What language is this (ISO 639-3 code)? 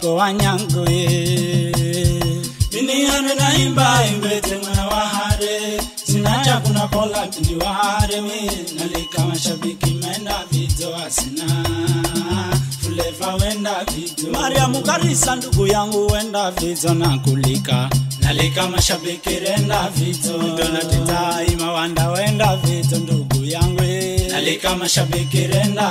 swa